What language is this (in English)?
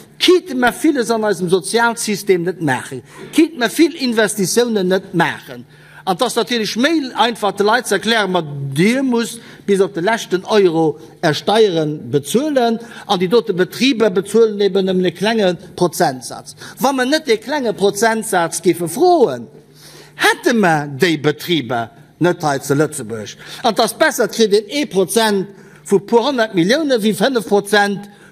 Luxembourgish